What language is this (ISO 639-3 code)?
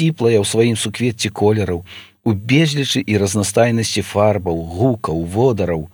bel